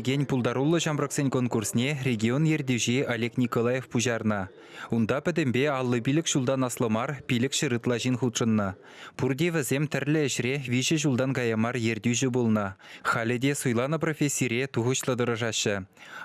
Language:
Chuvash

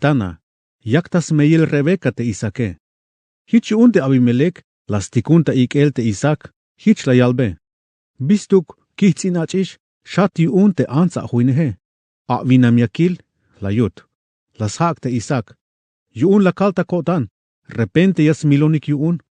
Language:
Tzeltal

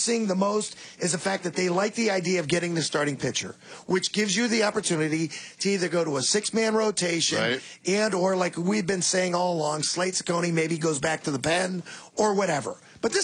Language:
English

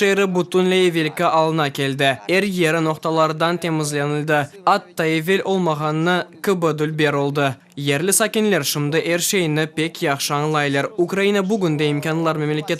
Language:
Crimean Tatar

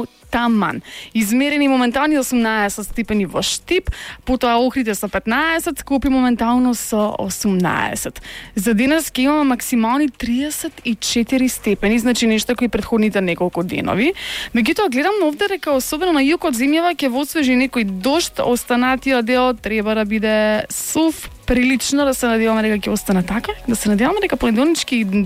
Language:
Macedonian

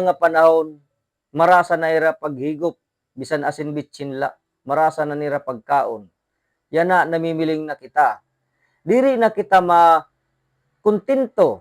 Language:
Waray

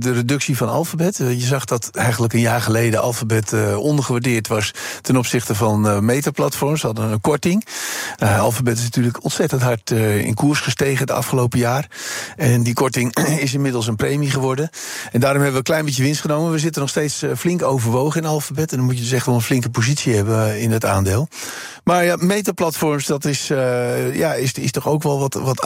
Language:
Dutch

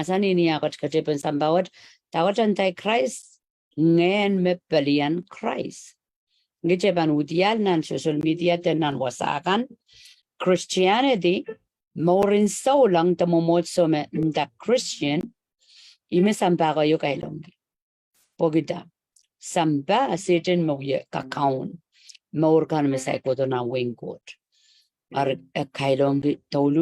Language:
Pohnpeian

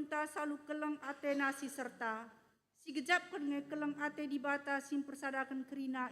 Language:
Batak Karo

